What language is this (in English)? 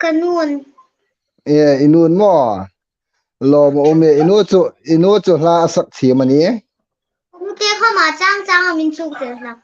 Hmar